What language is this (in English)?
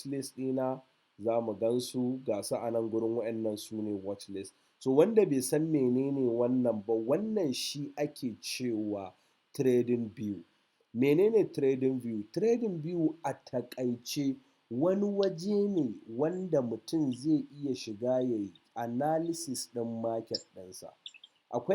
Hausa